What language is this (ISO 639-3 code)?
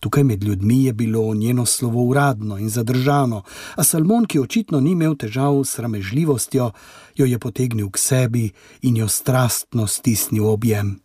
slv